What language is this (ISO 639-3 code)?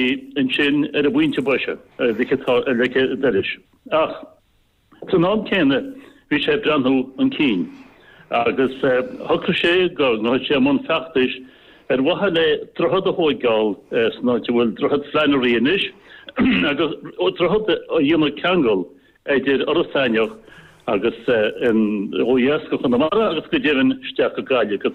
gle